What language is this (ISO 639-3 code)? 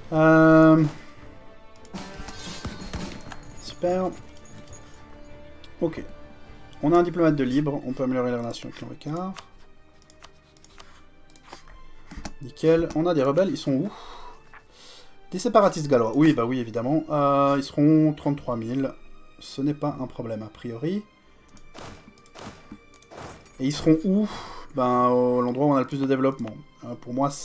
fra